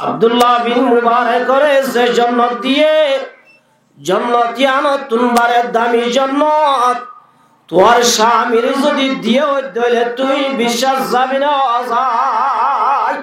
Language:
Rohingya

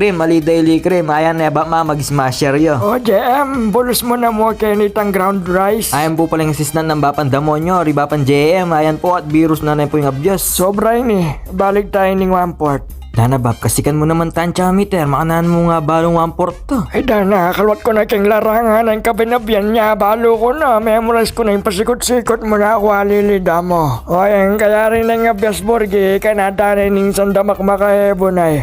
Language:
Pampanga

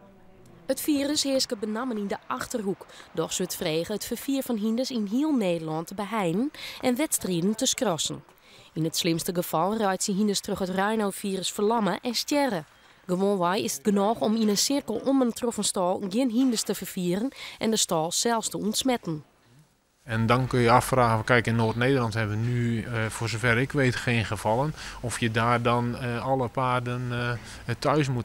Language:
Western Frisian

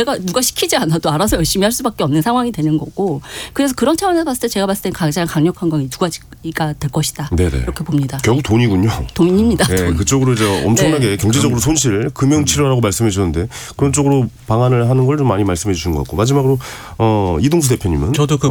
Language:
Korean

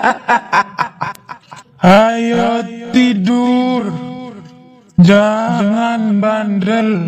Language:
Indonesian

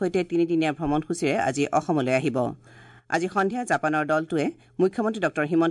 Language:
Assamese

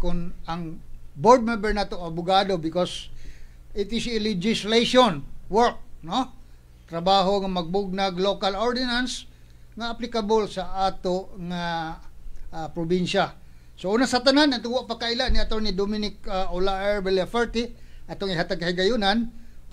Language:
Cebuano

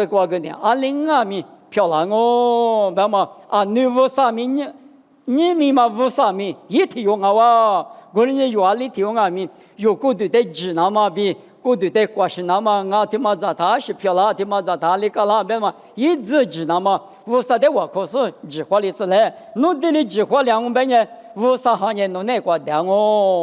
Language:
Lisu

